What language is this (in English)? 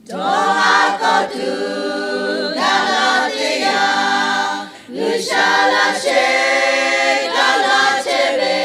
Lahu